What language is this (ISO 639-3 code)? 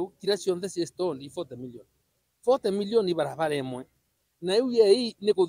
mer